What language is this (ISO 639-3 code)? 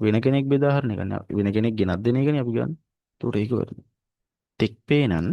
sin